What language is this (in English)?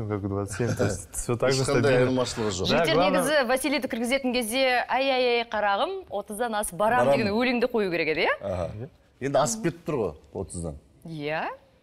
Kazakh